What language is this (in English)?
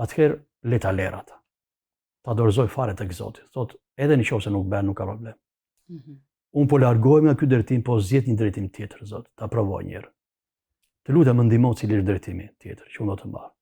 Albanian